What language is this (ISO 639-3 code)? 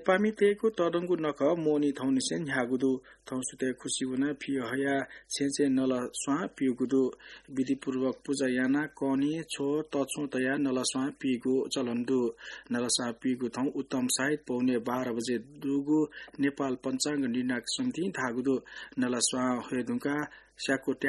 new